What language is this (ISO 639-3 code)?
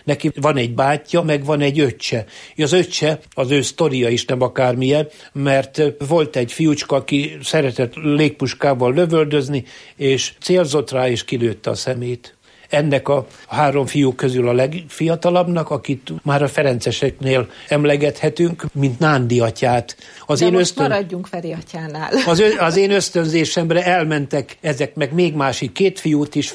hun